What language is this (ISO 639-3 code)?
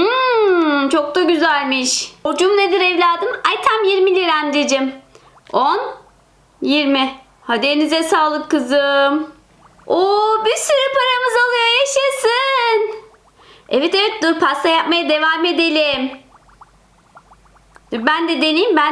tur